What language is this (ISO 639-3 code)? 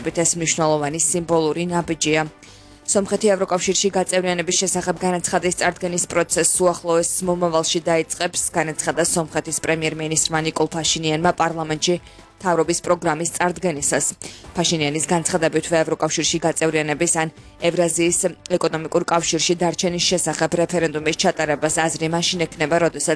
kat